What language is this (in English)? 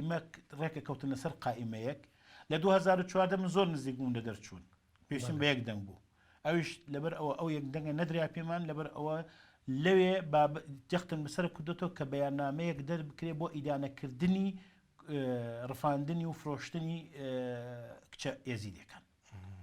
Central Kurdish